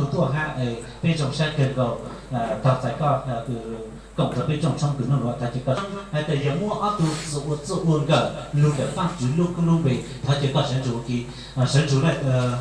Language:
Hmong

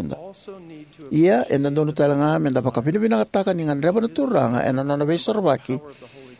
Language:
Fijian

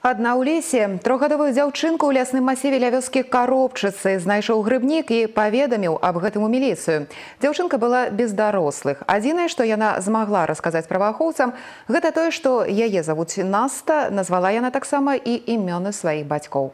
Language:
Belarusian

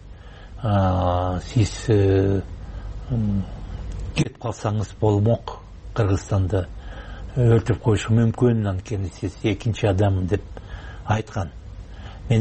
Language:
Kyrgyz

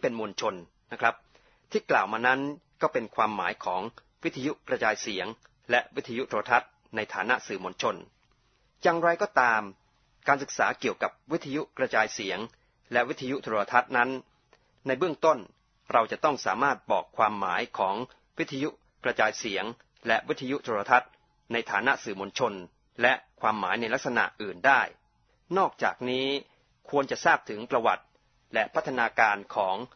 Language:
Thai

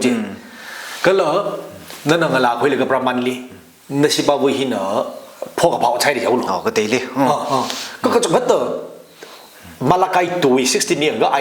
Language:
Tangkhul Naga (India)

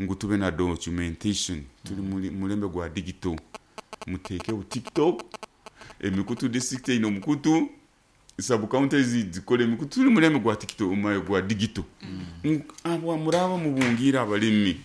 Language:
Nyoro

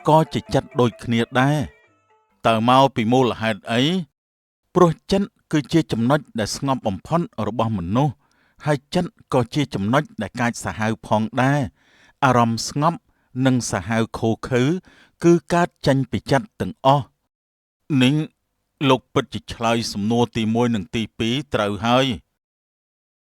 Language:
Khmer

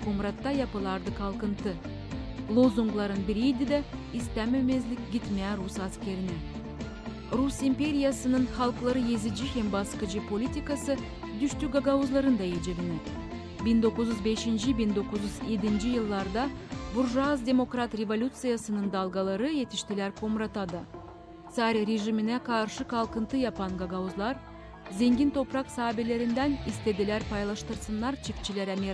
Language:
Gagauz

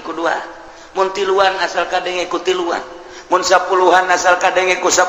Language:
Sundanese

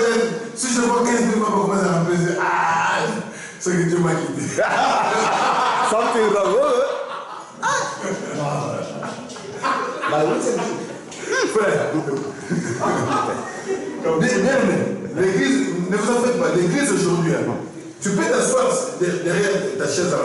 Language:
French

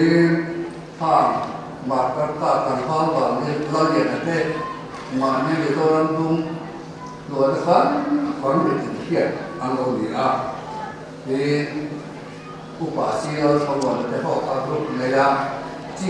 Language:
Mizo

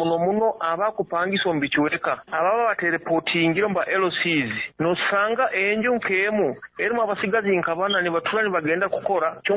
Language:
Nyoro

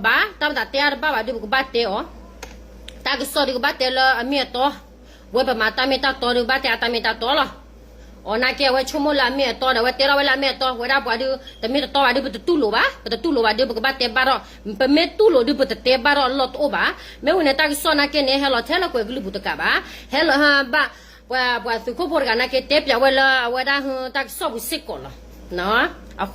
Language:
S'gaw Karen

